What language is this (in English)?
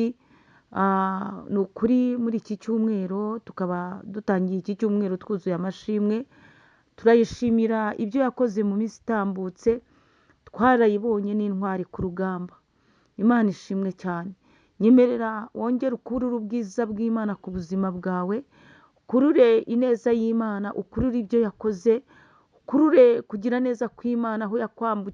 Kinyarwanda